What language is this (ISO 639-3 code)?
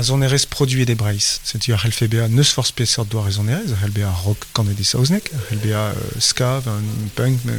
bre